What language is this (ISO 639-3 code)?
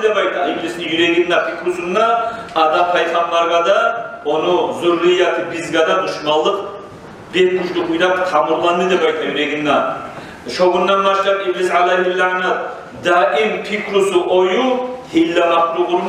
kum